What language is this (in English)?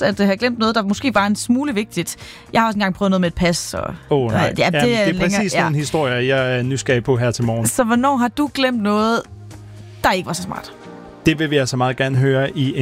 Danish